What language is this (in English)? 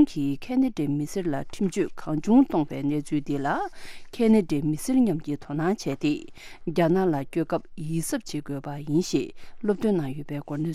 Tibetan